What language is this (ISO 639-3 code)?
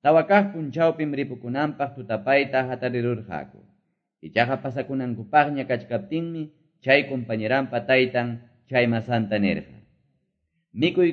que